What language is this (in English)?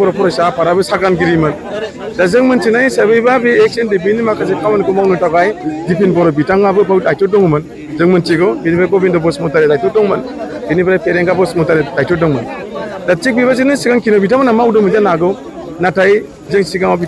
Bodo